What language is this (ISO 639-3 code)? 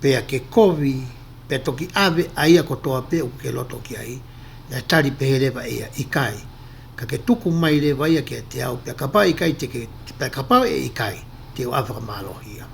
ton